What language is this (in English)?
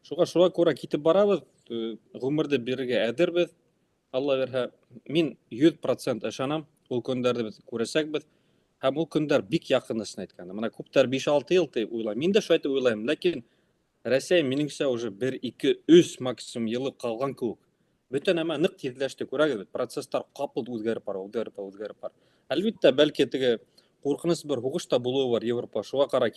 Bashkir